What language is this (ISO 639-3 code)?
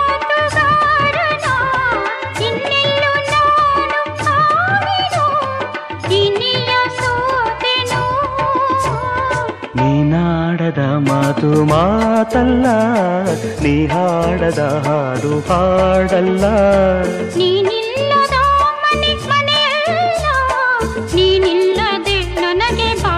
kan